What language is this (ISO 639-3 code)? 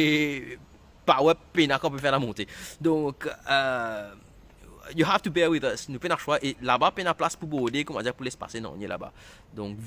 mfe